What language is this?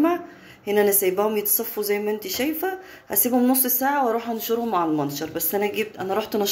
Egyptian Arabic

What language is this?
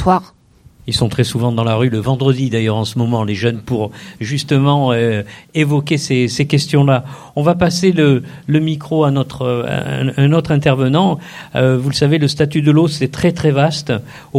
French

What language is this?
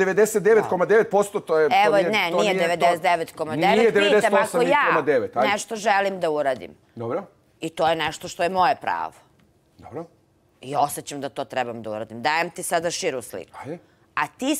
Bosnian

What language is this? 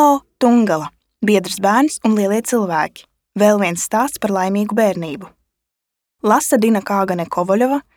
Latvian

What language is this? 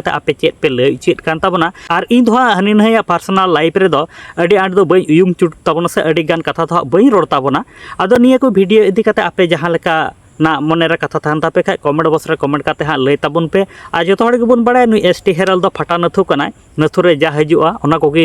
Santali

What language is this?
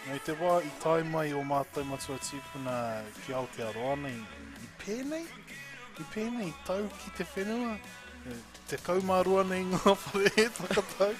Māori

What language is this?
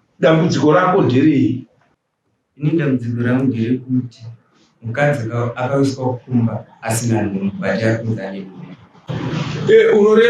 Shona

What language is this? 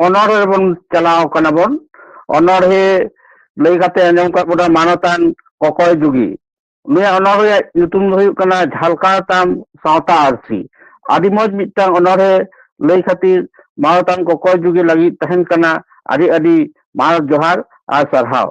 Santali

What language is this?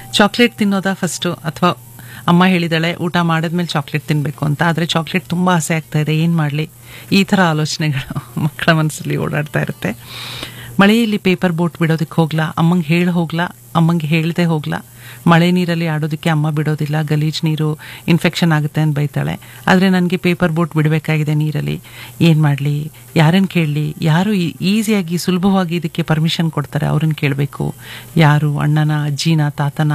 Kannada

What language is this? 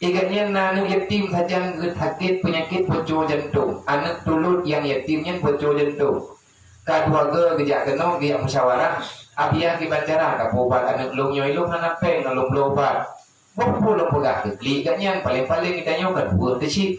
Achinese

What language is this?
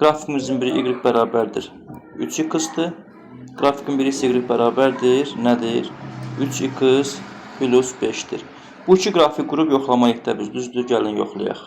Azerbaijani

